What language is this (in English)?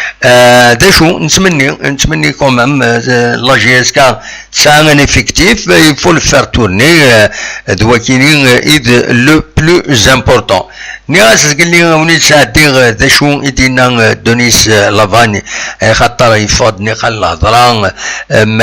Kabyle